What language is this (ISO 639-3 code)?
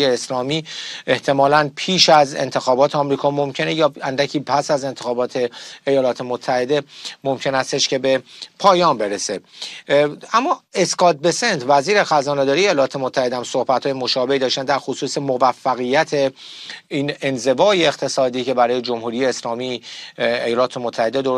fas